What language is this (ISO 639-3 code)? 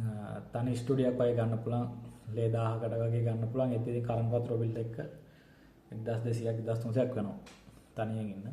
sin